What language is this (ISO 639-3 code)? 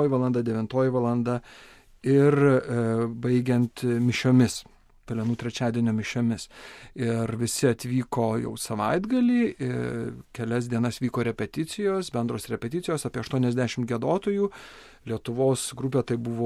lit